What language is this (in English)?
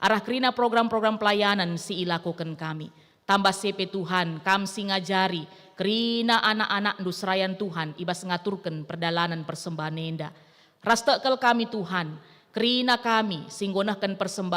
Batak Karo